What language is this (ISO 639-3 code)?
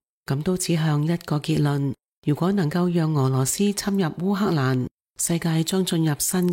yue